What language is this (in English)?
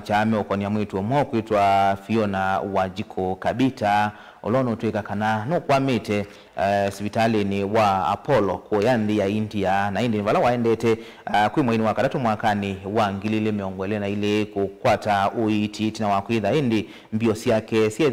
Kamba